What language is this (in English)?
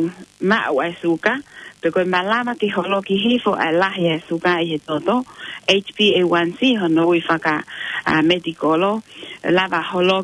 Tongan